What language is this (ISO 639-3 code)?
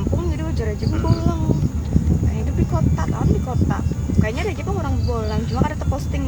bjn